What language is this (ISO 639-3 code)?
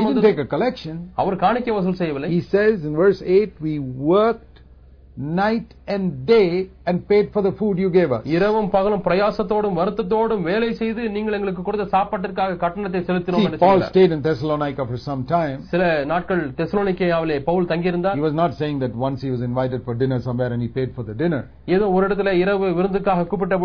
tam